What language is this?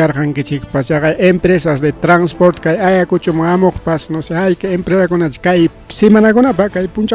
Ayacucho Quechua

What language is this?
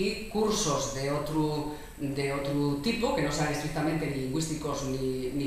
Asturian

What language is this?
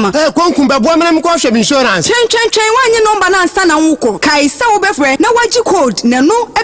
Akan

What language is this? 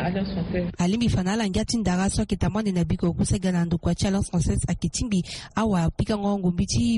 Sango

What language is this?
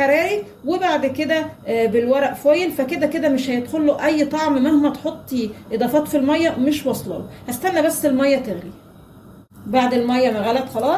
Egyptian Arabic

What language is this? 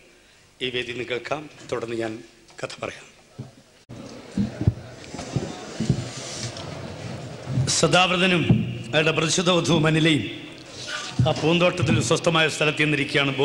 Malayalam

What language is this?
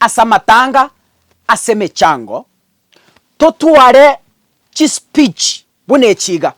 Gusii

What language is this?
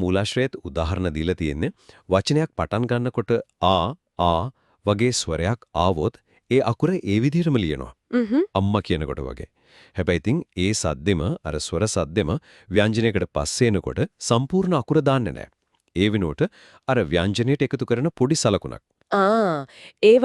Sinhala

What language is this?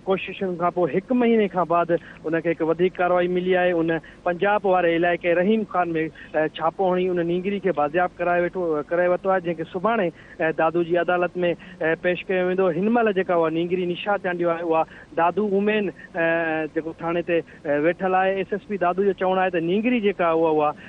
Sindhi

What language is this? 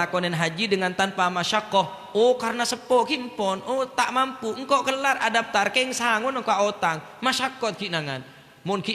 Madurese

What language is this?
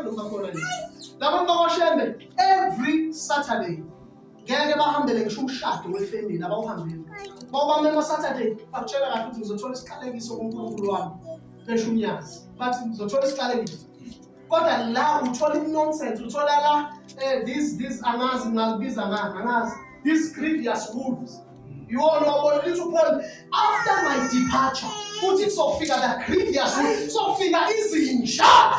Zulu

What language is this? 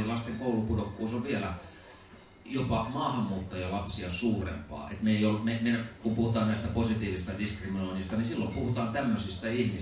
Finnish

